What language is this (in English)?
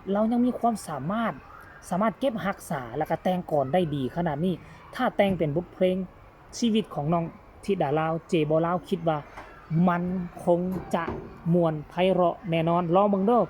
Northeastern Thai